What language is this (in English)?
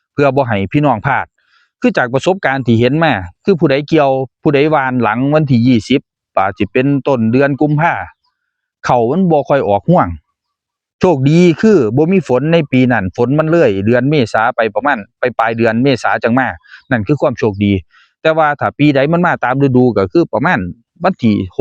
Northeastern Thai